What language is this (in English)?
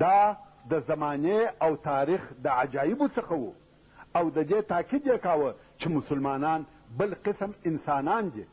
Pashto